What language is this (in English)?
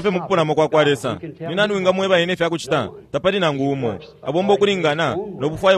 Bemba